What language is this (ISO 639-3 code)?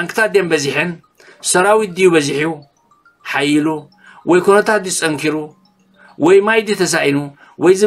tir